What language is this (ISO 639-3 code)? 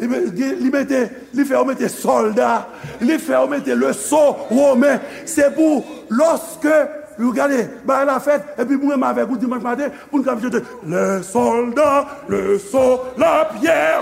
hat